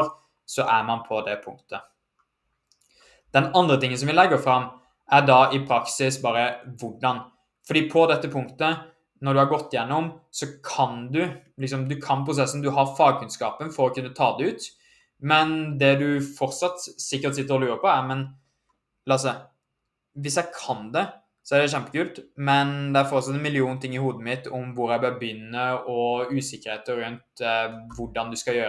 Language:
Norwegian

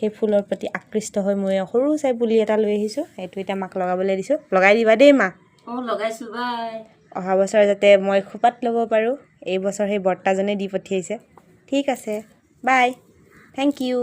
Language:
Assamese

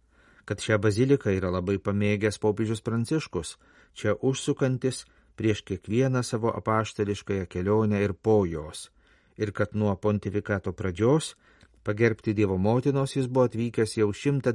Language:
Lithuanian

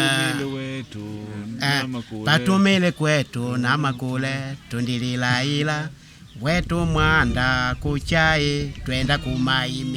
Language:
Makonde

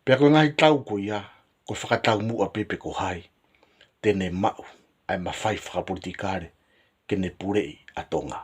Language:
Tongan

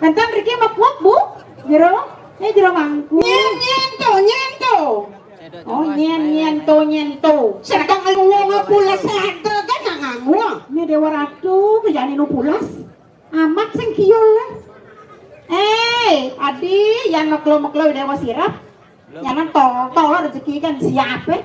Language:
Balinese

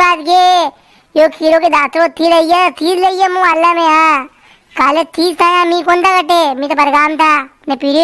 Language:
Rajasthani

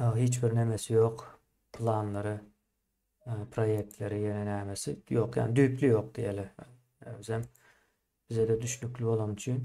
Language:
Turkmen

